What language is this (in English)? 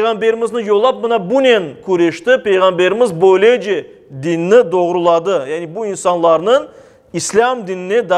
Crimean Tatar